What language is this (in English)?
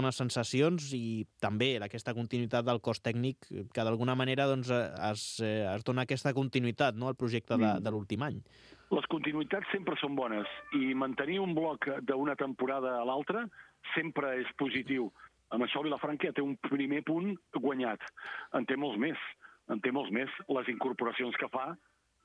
Catalan